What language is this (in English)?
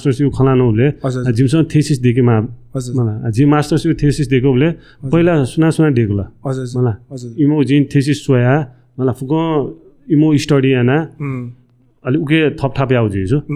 Newari